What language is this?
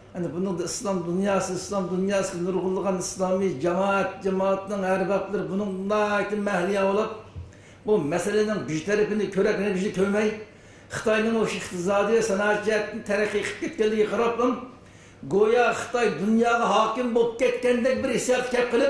Uyghur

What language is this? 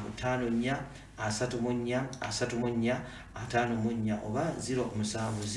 Ganda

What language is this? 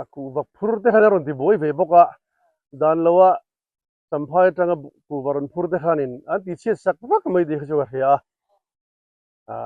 Mizo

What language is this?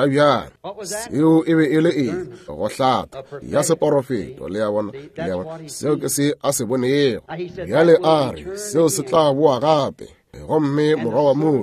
Northern Sotho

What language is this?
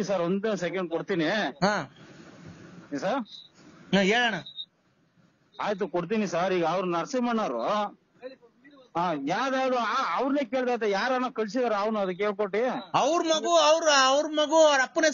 Kannada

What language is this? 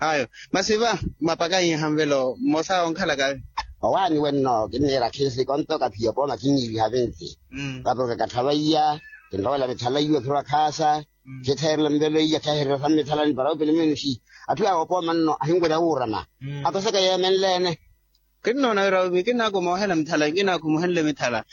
Makhuwa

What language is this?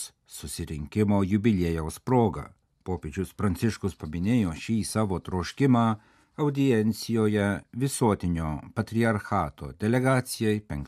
Lithuanian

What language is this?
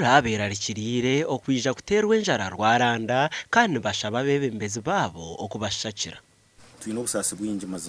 Nyankole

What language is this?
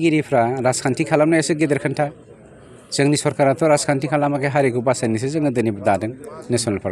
Bodo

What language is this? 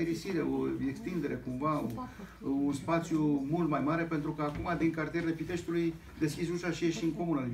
Romanian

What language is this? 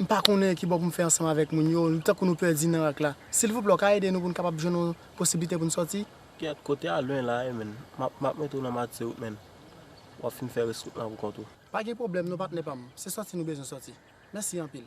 Haitian Creole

